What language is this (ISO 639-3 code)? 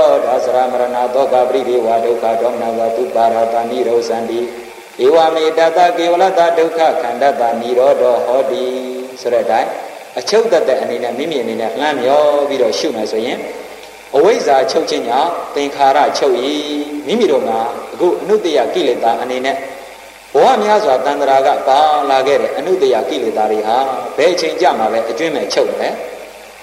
mya